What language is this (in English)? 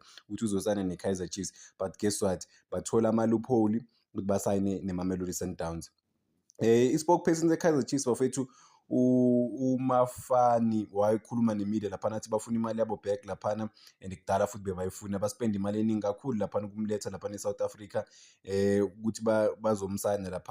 Zulu